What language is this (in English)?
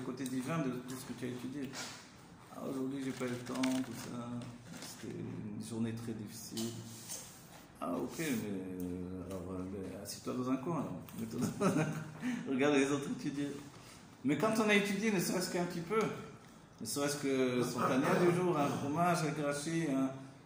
French